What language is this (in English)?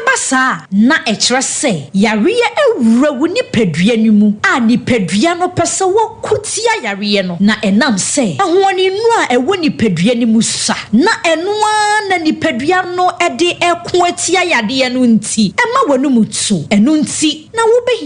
Akan